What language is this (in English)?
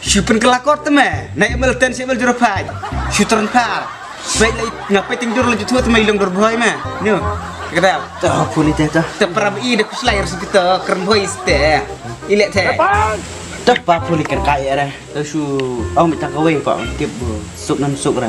Khasi